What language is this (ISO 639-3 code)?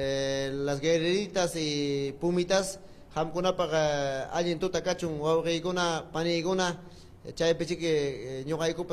quy